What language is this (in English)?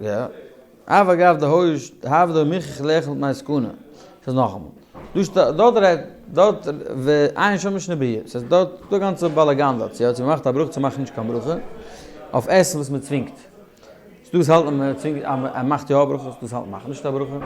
Yiddish